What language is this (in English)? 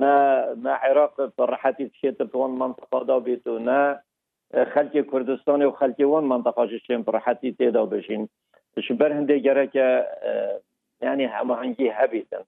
Kurdish